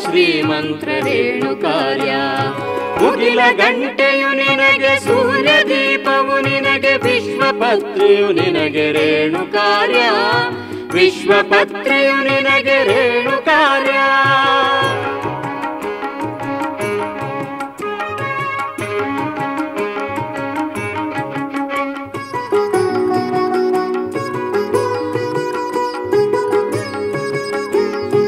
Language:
Kannada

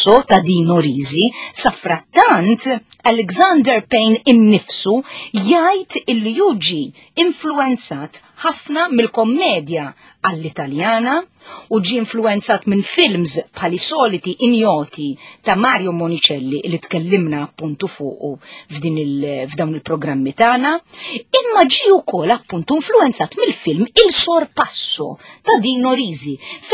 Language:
Maltese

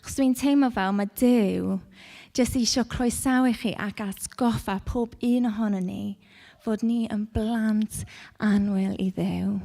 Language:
Welsh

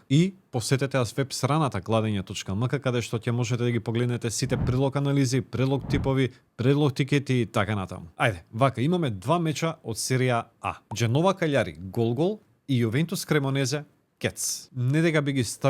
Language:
Macedonian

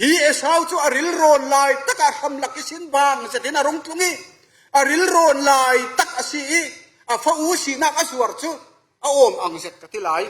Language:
Falam Chin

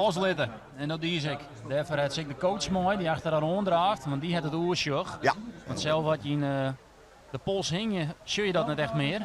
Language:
Western Frisian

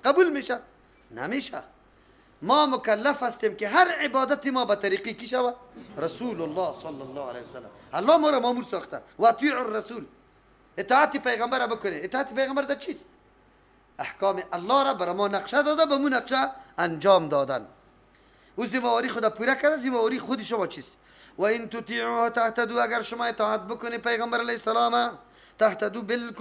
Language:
Persian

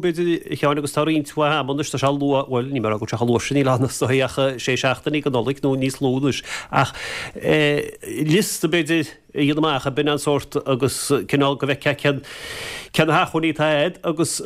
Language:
Irish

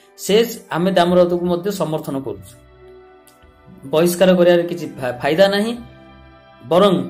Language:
Odia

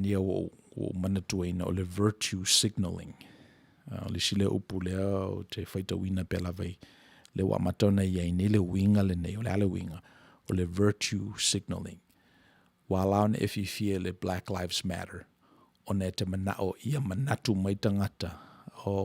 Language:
Samoan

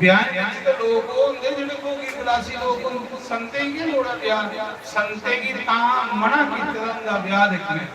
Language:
Dogri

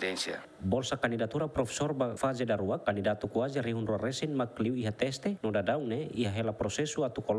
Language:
Tetum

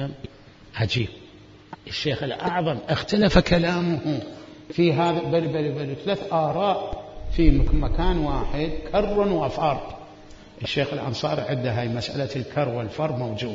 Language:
Mesopotamian Arabic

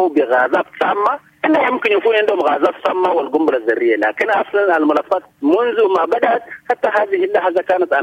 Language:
Sudanese Arabic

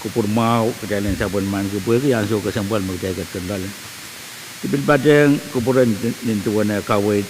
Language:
Pohnpeian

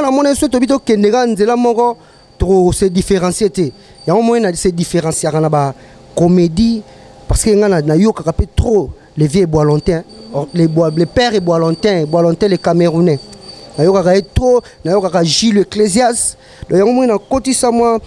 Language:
Lingala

